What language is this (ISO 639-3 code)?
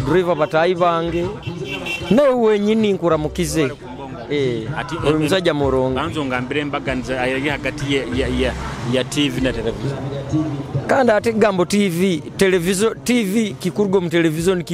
nyo